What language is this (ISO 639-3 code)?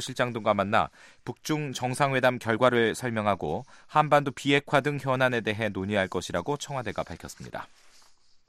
kor